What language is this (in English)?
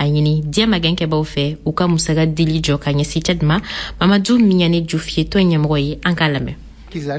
Bambara